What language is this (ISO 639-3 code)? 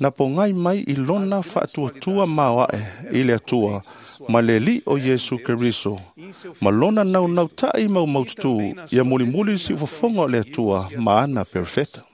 smo